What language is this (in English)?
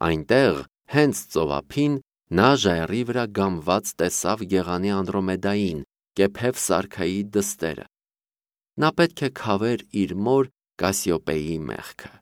Armenian